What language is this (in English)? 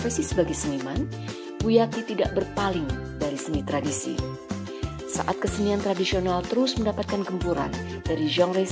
Indonesian